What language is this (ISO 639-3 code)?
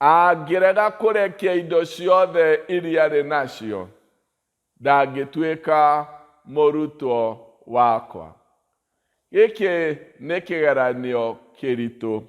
kik